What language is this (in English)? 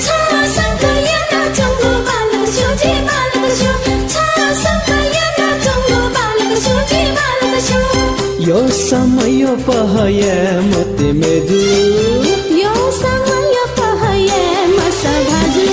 Newari